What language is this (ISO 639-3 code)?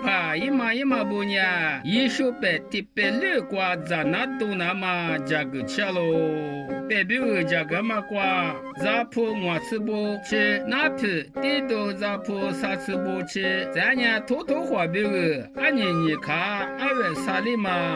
lis